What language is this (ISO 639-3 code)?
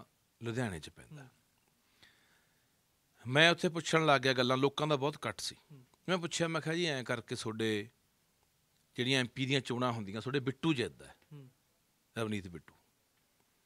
pan